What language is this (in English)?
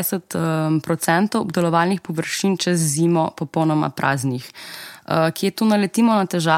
Slovenian